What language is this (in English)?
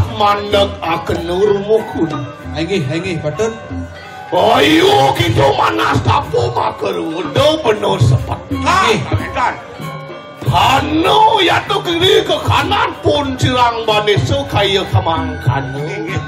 Balinese